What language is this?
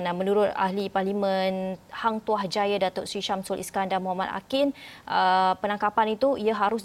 Malay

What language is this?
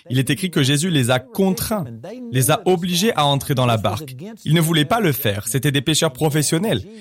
French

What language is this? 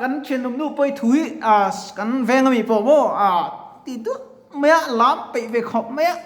Mizo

